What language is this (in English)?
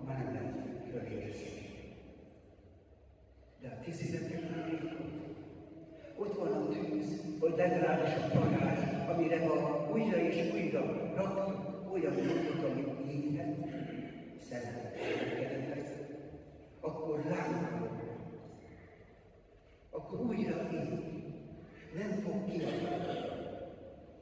Hungarian